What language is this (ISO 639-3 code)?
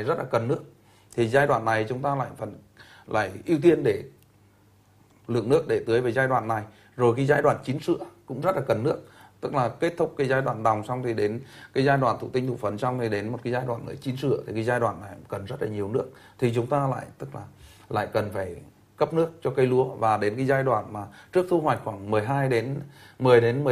vie